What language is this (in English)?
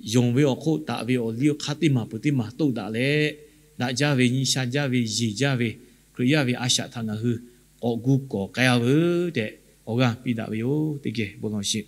Lahu